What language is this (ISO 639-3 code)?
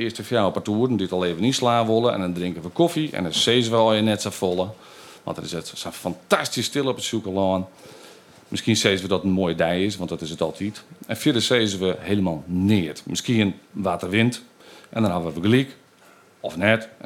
fry